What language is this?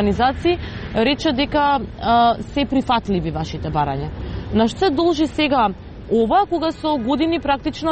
Macedonian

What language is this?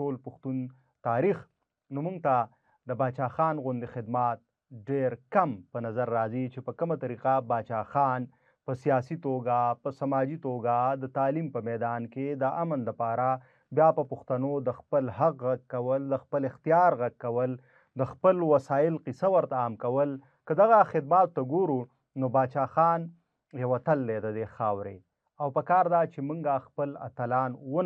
Pashto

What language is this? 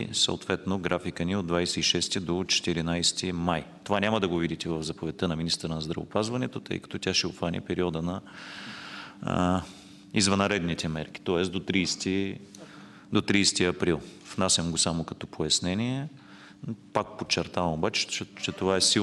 Bulgarian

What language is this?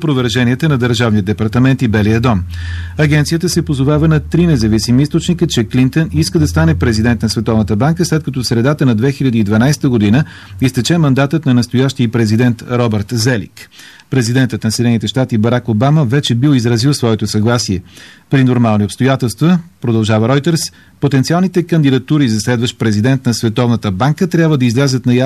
Bulgarian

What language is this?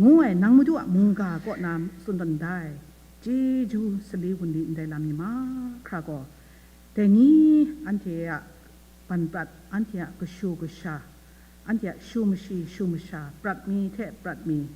Kachin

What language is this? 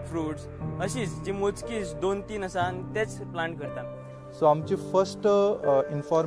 Konkani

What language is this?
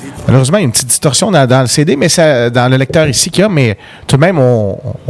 French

